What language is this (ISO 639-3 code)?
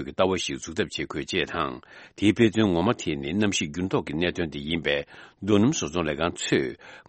bod